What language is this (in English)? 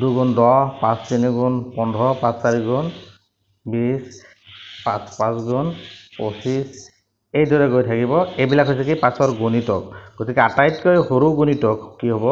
Assamese